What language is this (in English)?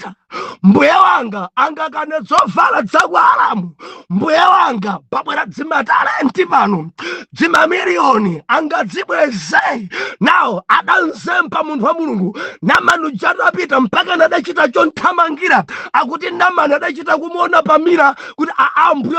Nyanja